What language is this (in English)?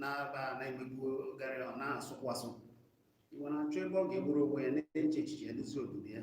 Igbo